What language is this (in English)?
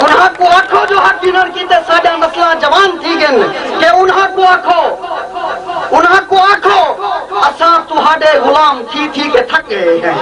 Saraiki